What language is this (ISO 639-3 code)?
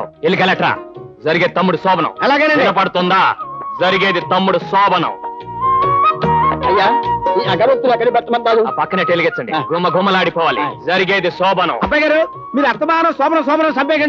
tel